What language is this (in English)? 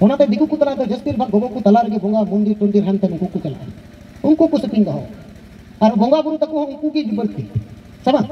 Santali